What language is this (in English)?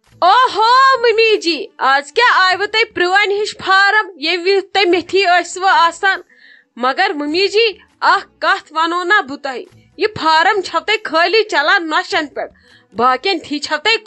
Kashmiri